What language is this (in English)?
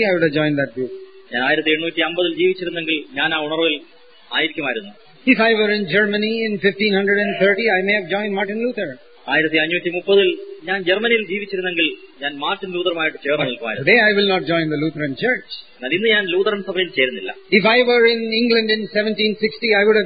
Malayalam